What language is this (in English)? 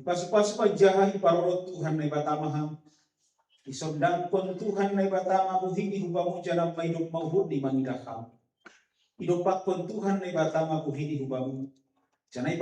Batak Simalungun